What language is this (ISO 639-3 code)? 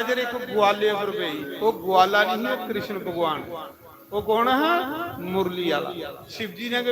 doi